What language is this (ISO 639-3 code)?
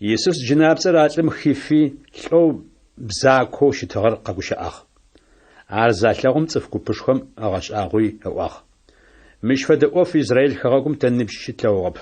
ady